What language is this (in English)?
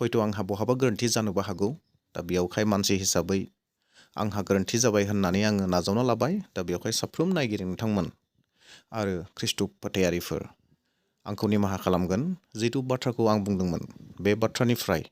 Bodo